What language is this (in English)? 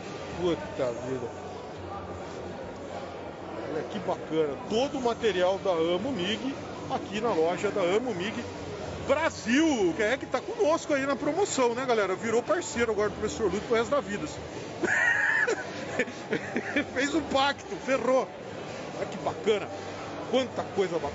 Portuguese